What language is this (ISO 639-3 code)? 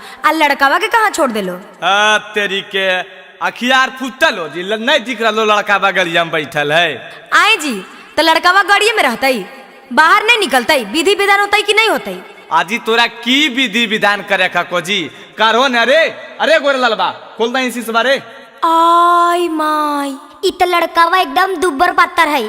mag